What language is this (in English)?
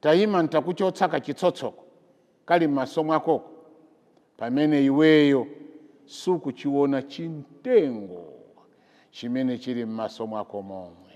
Nyanja